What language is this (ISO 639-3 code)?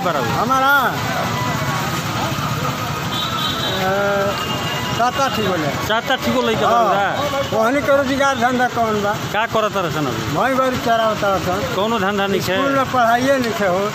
bho